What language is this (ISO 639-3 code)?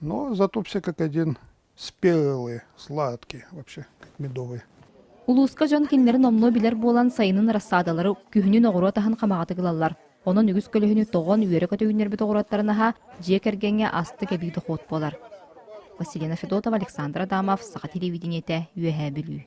sah